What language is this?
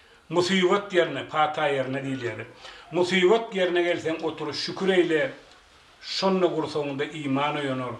Turkmen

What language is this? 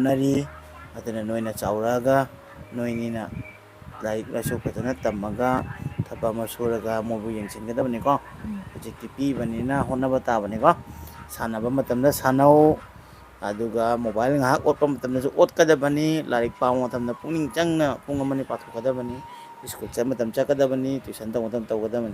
Manipuri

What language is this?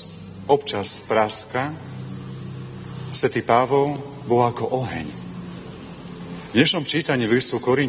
Slovak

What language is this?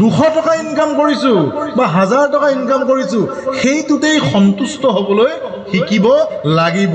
Assamese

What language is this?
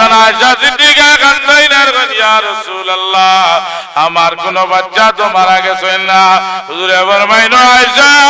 Sylheti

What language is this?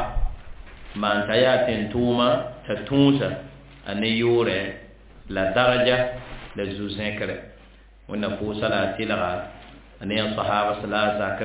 Mossi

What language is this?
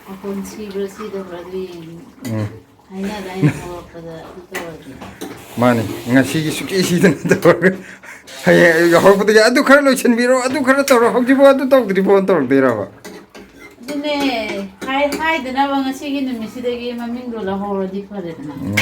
Manipuri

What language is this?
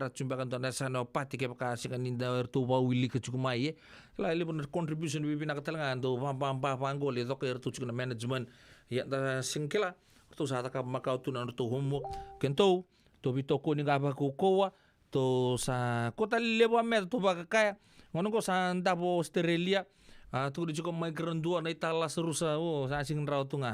Fijian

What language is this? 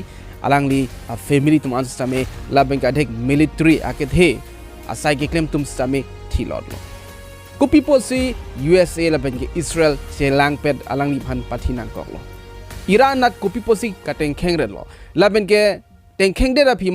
Karbi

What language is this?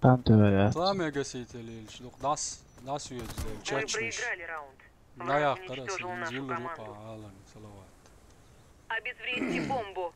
Chechen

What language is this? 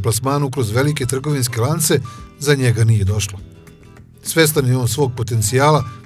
Serbian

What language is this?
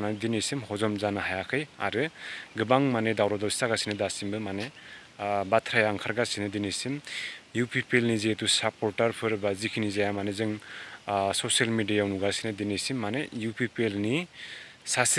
Bodo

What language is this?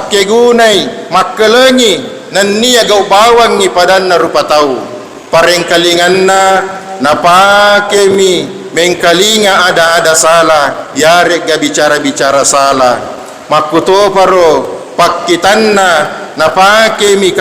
Buginese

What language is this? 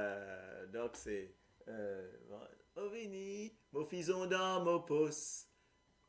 Morisyen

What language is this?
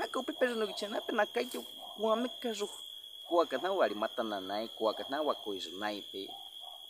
Baniwa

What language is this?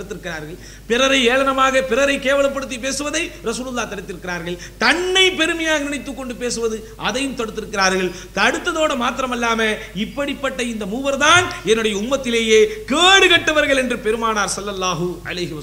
Tamil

